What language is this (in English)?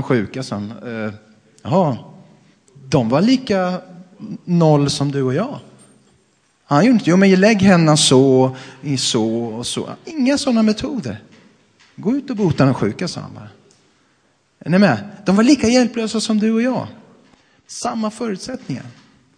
Swedish